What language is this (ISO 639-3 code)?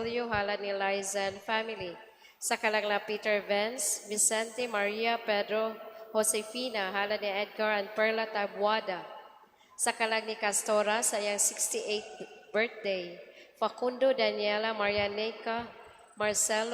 ceb